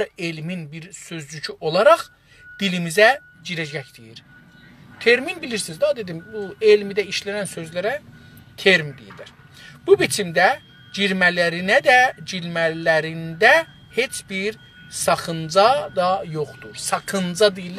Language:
South Azerbaijani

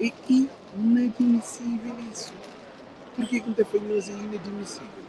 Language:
Kabuverdianu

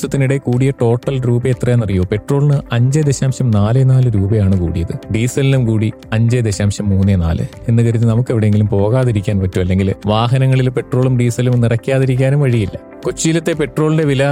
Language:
Malayalam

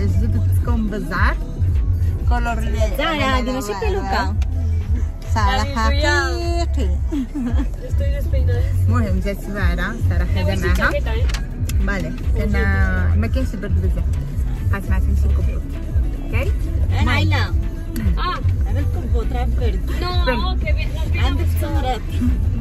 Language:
Moroccan Arabic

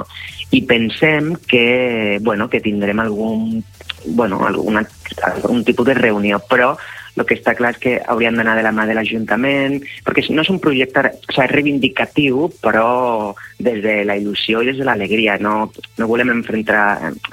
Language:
Catalan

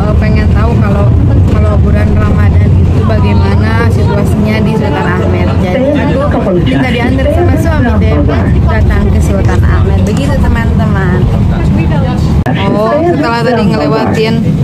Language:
Indonesian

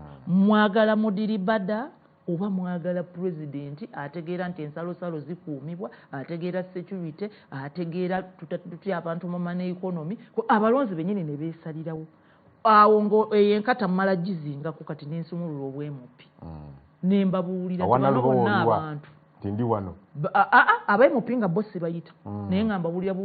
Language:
Ganda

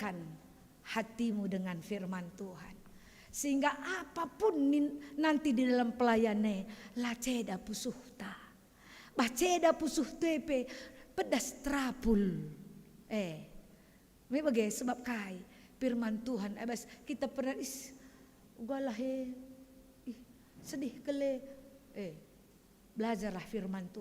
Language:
Batak Karo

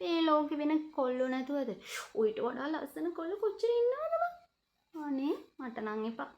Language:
Sinhala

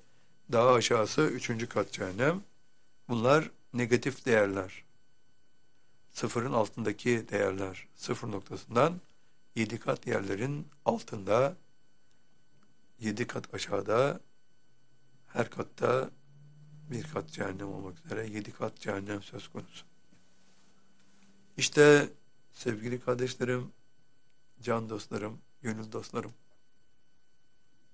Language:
Turkish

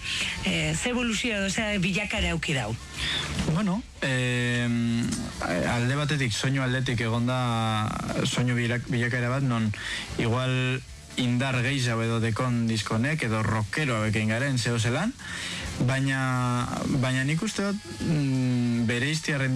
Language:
Basque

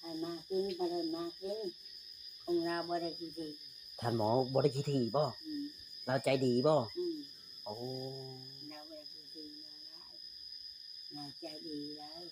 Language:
Northeastern Thai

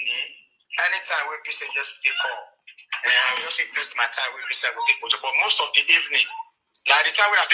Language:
Nigerian Pidgin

